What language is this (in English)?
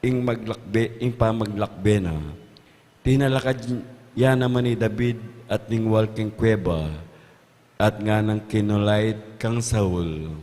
Pampanga